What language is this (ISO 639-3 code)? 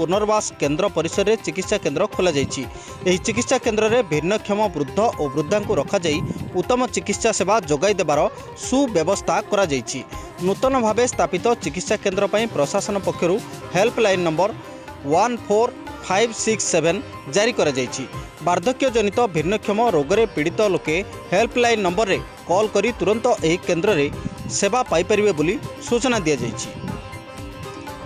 ori